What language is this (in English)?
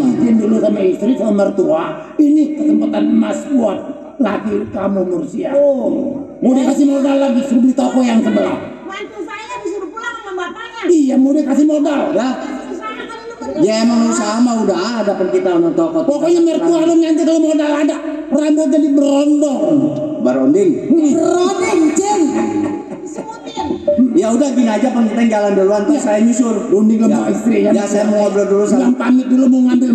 Betawi